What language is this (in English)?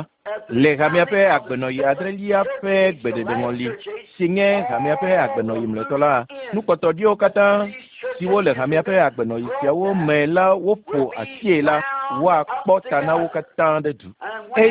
Ewe